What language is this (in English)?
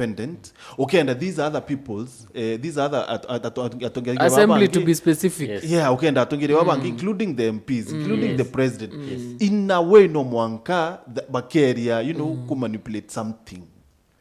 Meru